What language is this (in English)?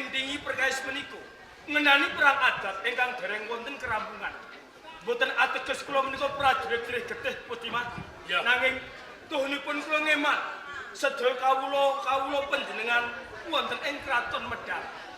Javanese